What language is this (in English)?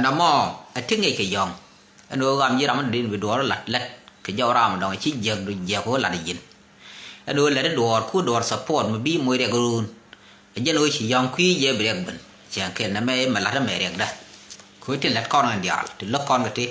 Nuer